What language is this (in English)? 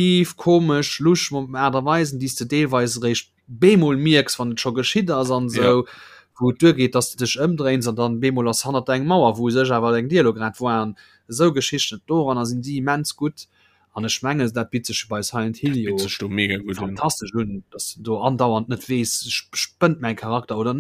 Luxembourgish